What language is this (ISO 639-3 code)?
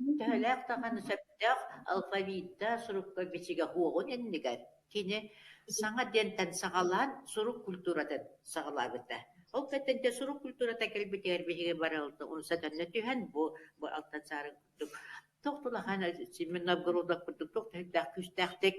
sah